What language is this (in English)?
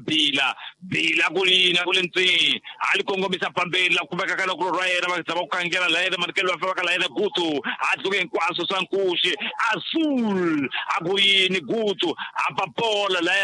Tsonga